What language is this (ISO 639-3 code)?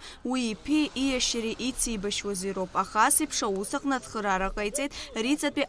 abk